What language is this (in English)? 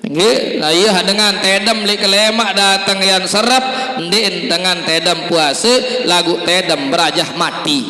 Sasak